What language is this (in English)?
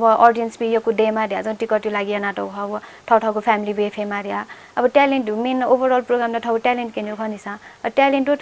Newari